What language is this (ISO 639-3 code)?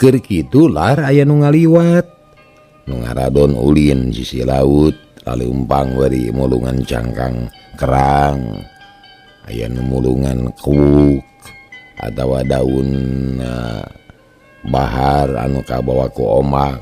sun